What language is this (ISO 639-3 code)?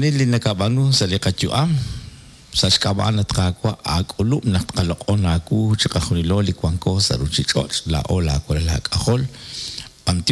kek